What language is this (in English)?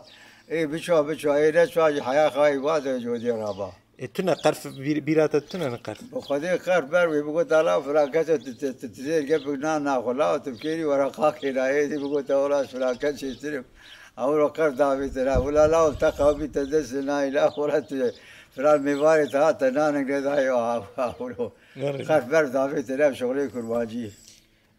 Kurdish